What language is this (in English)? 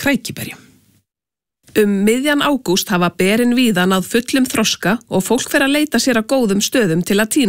Icelandic